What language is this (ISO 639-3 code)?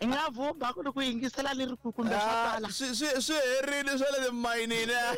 tso